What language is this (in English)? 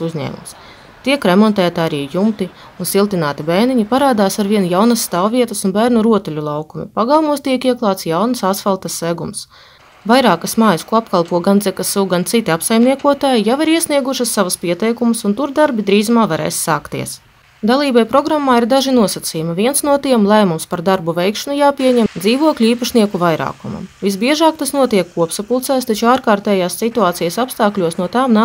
Latvian